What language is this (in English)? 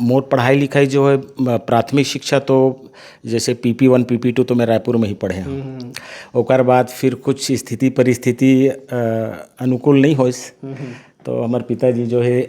Chhattisgarhi